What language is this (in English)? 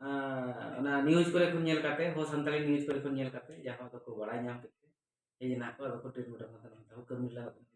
Santali